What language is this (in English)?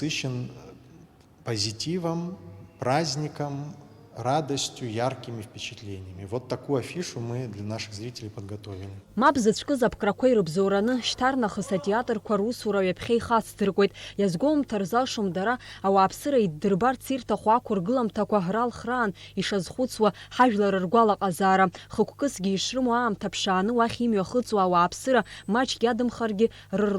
Abkhazian